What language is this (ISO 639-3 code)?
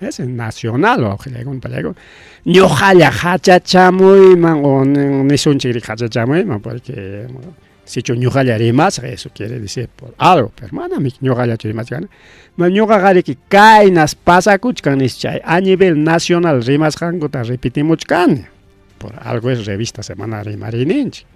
quy